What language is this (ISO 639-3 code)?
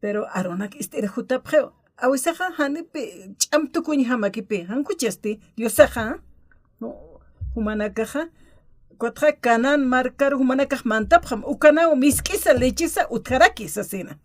aym